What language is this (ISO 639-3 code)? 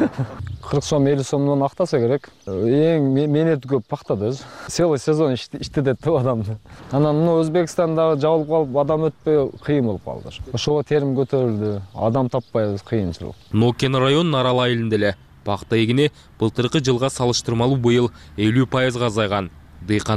kir